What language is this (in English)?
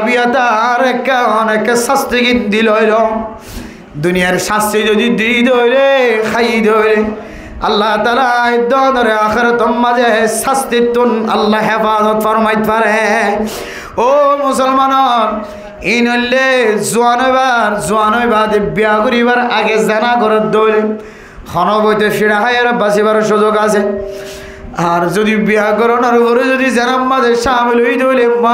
Rohingya